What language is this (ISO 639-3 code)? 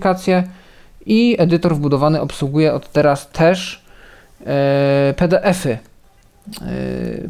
pol